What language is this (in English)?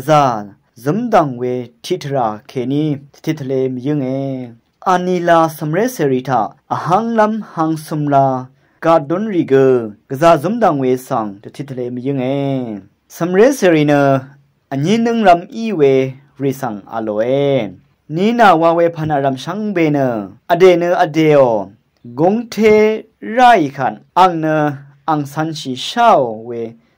Rawang